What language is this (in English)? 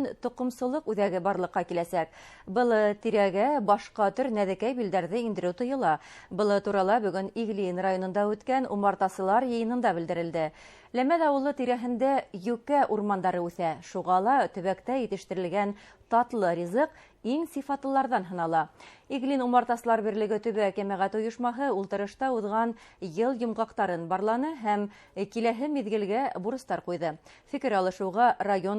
Bashkir